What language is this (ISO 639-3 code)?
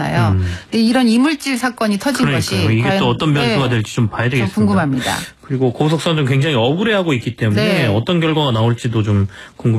kor